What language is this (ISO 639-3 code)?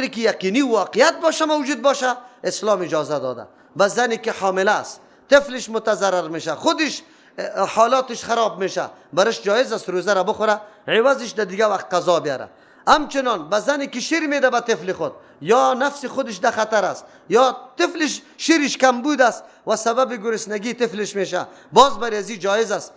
fas